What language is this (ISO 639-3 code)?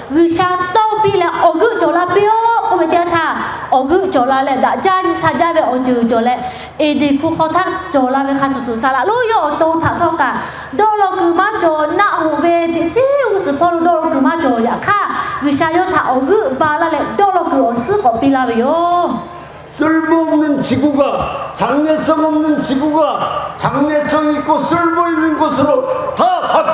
lhu